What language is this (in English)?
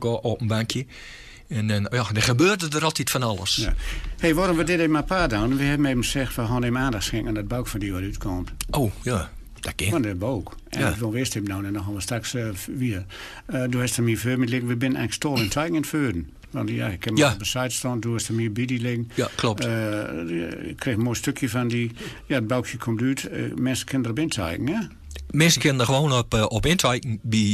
Gronings